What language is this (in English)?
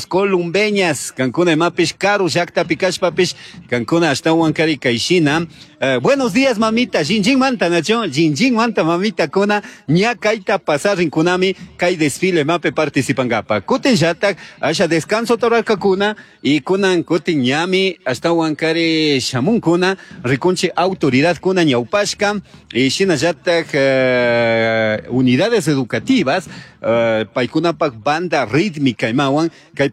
Chimborazo Highland Quichua